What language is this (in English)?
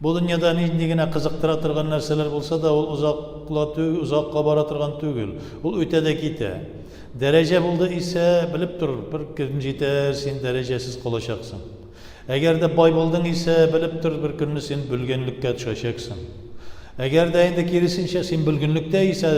Tatar